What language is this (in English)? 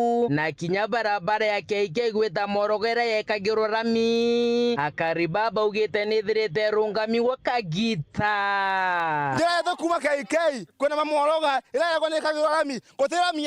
Meru